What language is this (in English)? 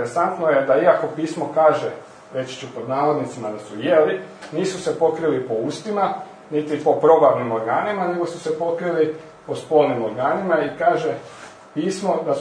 Croatian